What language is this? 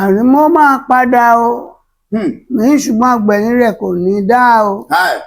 Yoruba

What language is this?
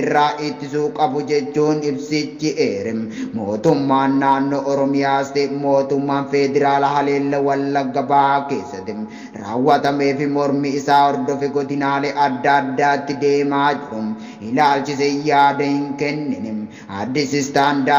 Oromo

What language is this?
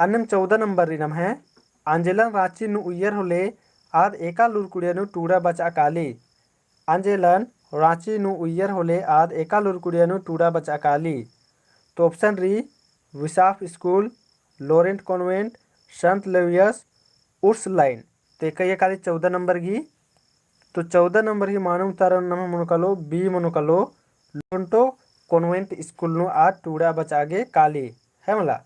Kurukh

